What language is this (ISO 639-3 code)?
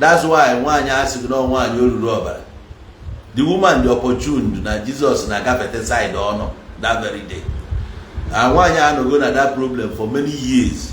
ibo